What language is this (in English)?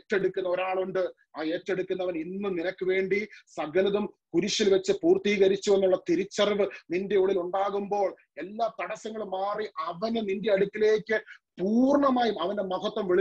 Malayalam